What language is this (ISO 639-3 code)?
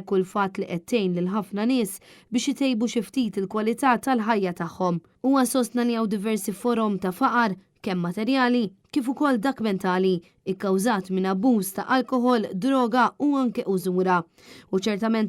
mlt